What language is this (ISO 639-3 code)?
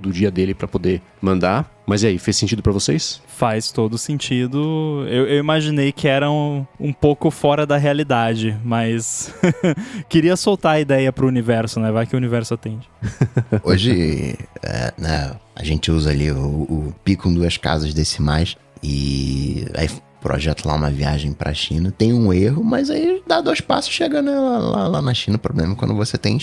por